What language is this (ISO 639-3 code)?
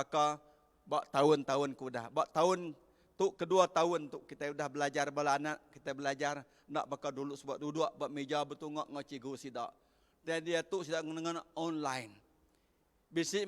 iba